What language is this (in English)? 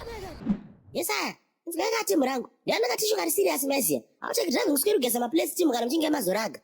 Shona